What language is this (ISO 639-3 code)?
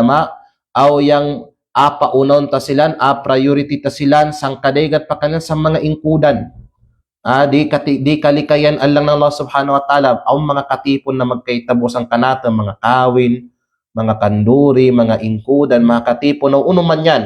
kqe